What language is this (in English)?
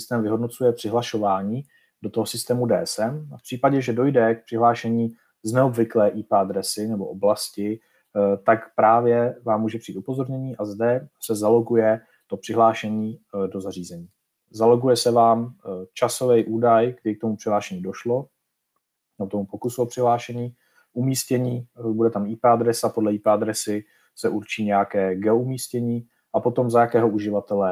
Czech